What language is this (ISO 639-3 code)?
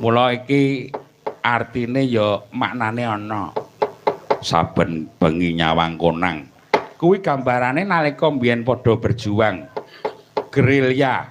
jav